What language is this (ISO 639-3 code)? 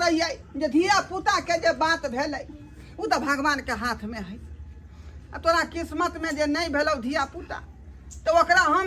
mai